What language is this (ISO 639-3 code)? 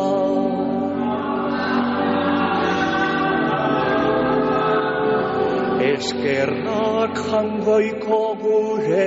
eus